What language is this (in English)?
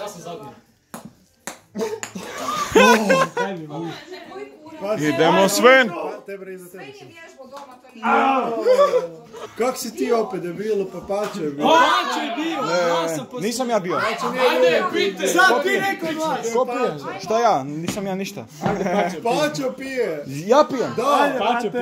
Croatian